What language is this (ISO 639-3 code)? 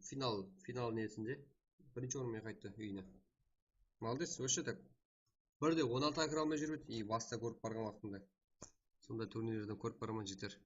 kaa